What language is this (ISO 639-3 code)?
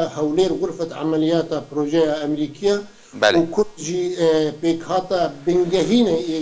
kur